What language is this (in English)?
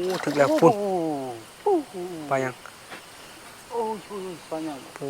Lao